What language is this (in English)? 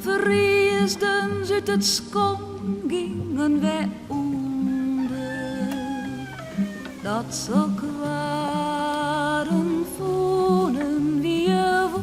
Western Frisian